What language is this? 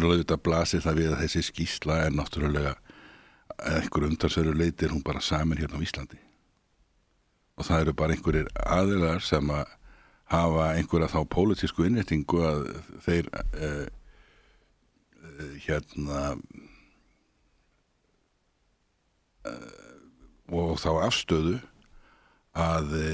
Icelandic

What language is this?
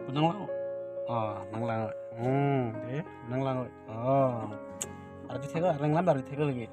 Karbi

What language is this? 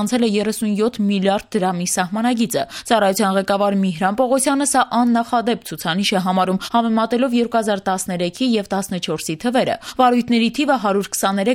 Armenian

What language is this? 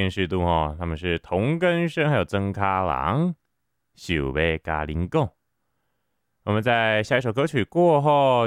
Chinese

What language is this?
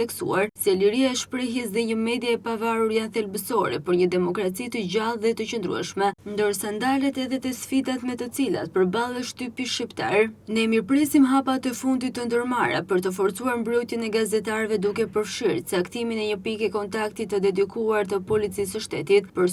Albanian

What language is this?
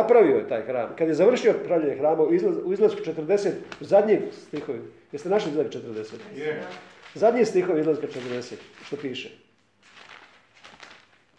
Croatian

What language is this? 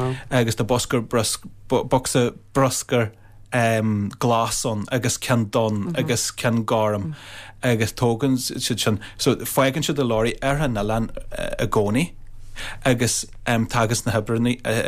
Irish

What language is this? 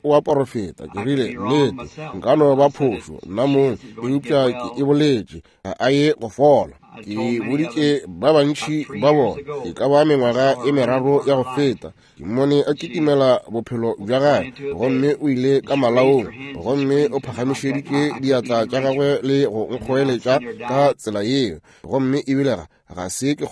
Northern Sotho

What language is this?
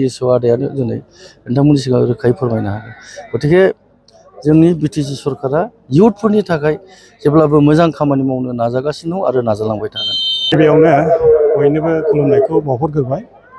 Bodo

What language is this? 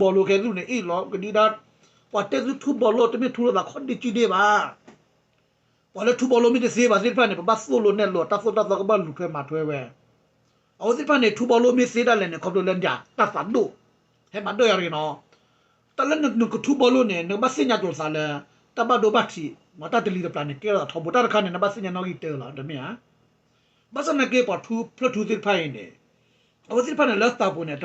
S'gaw Karen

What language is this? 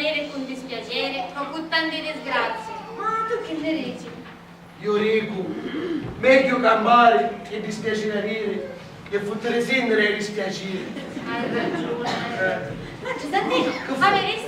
Sicilian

